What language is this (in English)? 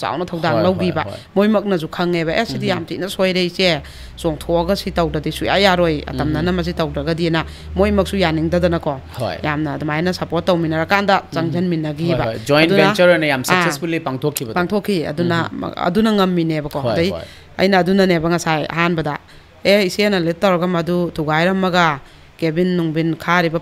Manipuri